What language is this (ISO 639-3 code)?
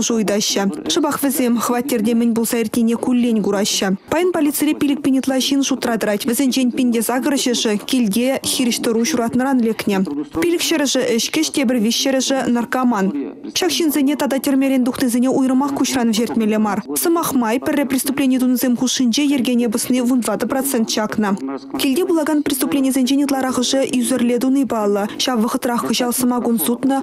chv